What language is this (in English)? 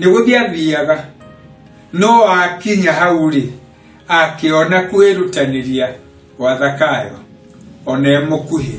Kikuyu